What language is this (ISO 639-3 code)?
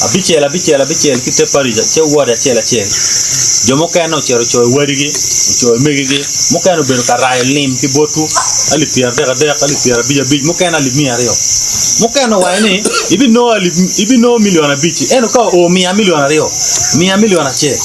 ach